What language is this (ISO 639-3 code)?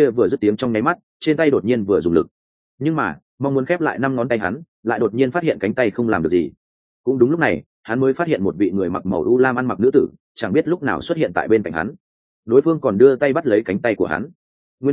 vie